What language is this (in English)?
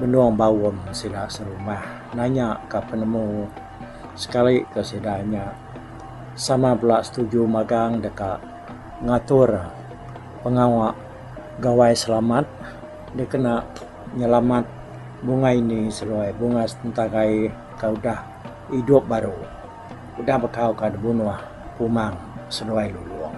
Iban